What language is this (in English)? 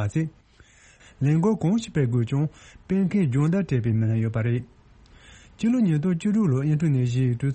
Tibetan